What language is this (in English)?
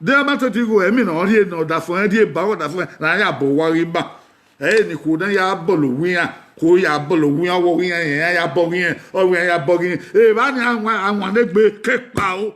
Bini